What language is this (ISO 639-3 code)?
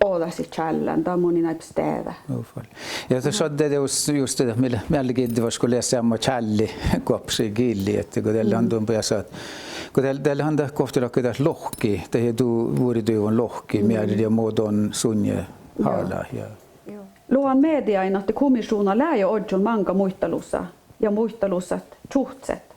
sme